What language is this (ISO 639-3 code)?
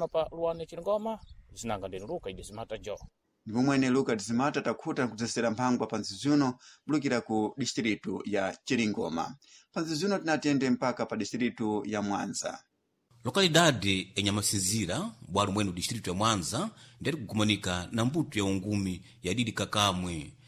seh